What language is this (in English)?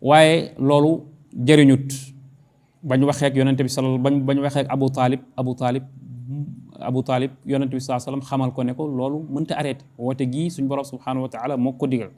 Wolof